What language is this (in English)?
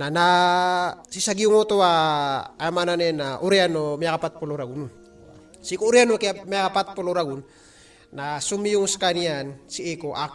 Maranao